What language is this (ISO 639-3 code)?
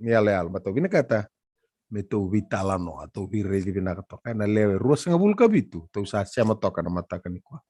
fij